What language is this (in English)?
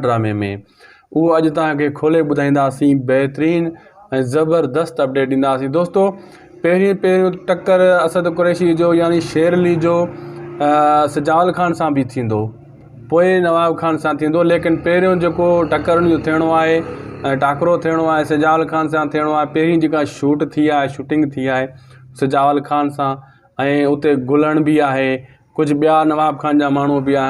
Sindhi